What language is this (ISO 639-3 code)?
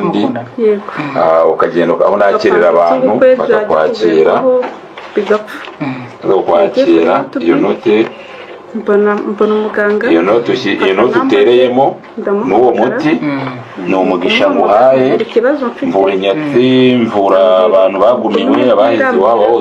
kin